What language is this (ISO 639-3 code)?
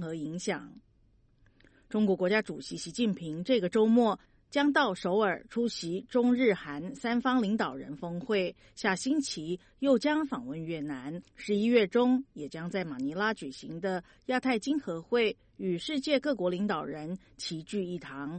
zho